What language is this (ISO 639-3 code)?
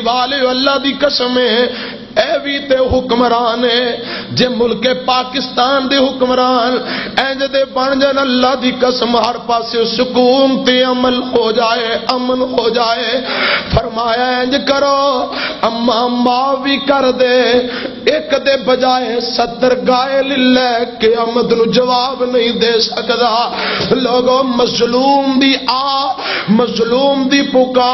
lah